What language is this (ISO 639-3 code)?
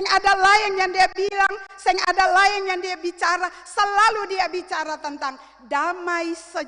abs